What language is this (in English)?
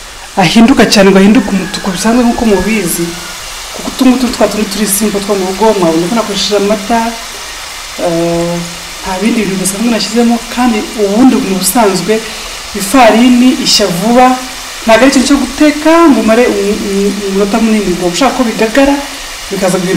Kinyarwanda